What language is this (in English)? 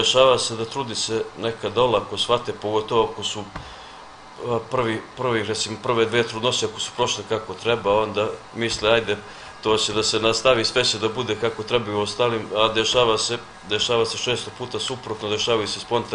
Serbian